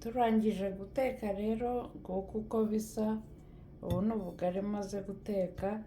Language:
Kinyarwanda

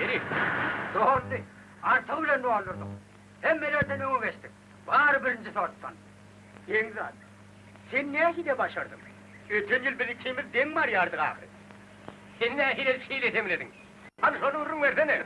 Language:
Turkmen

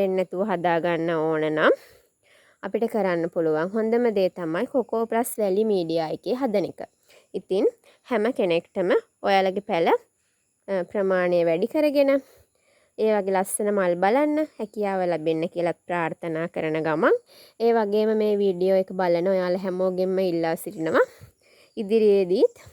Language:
Sinhala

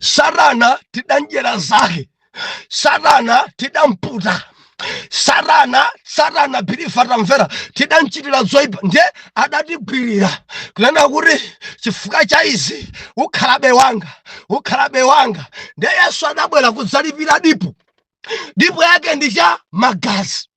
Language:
Nyanja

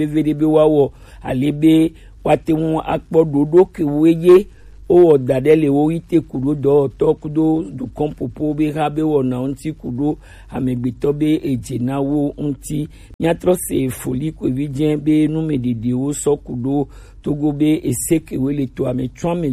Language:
Gen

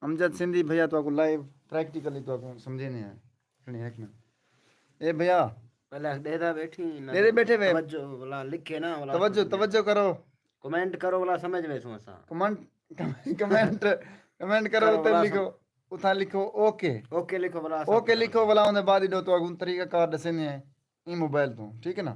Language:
Saraiki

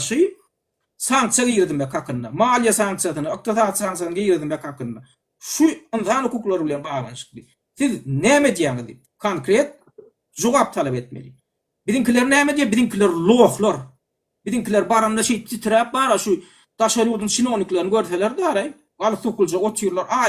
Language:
Turkmen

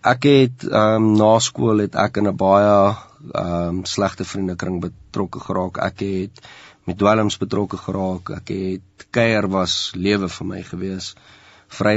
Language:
Afrikaans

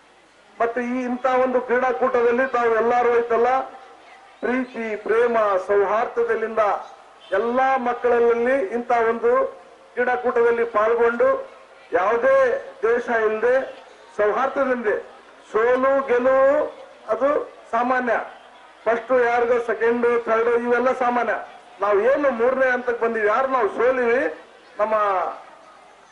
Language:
Kannada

